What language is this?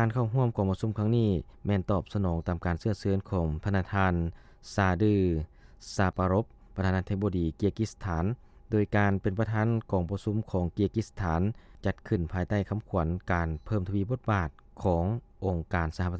Lao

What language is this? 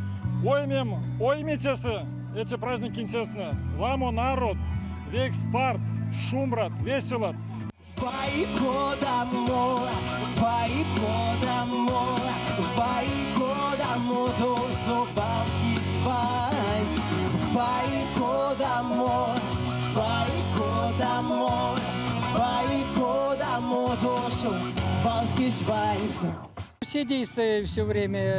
Erzya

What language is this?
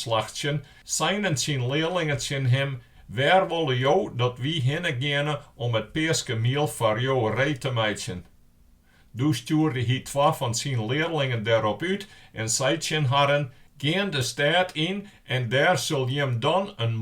Western Frisian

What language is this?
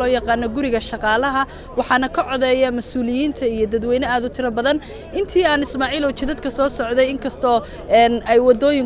Somali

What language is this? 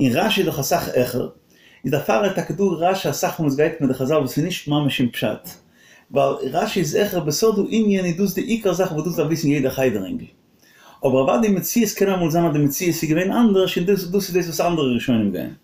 Yiddish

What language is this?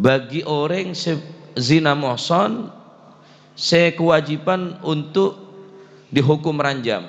Madurese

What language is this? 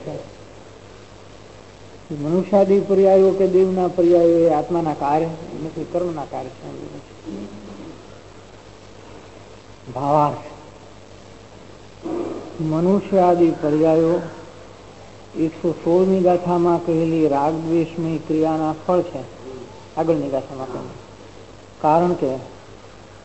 Gujarati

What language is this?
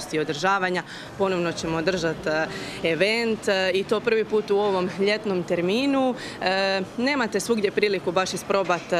Croatian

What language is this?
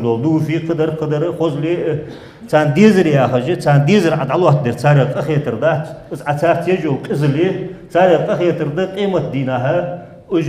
Ingush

